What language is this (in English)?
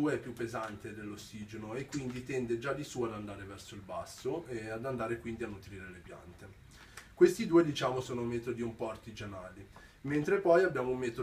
Italian